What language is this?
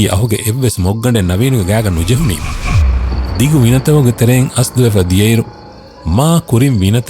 Divehi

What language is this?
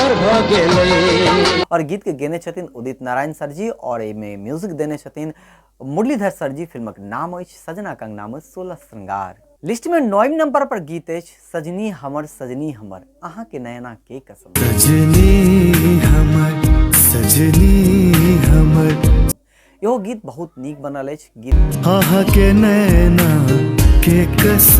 Maithili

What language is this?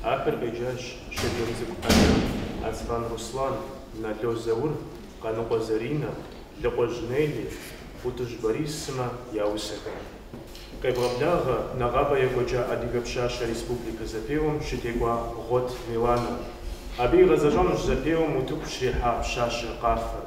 Kabardian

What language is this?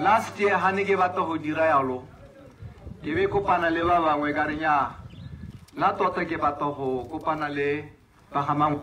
Tswana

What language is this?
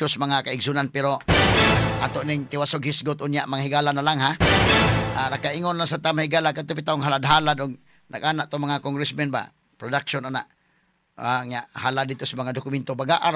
Cebuano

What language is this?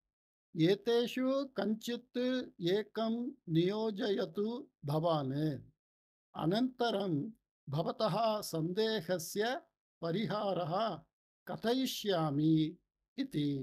Sanskrit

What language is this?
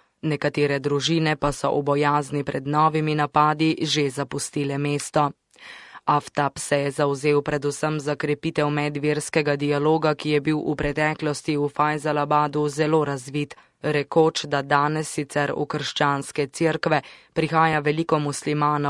Slovenian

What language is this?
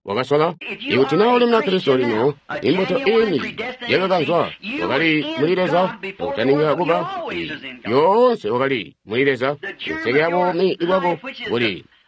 Tonga (Zambia)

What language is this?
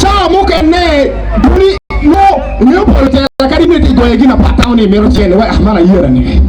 Acoli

